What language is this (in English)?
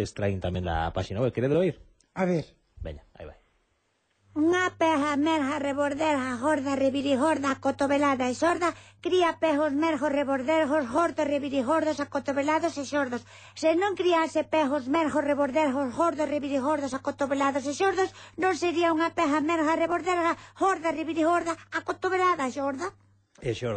Galician